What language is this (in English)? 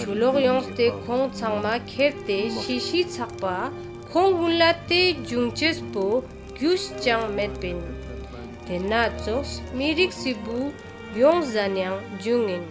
Ladakhi